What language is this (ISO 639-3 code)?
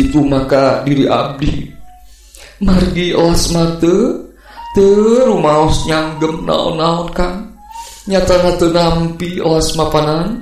sun